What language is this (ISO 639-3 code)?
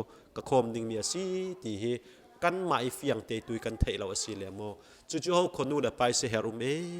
cfm